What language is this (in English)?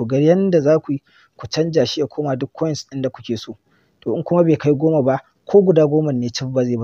Hausa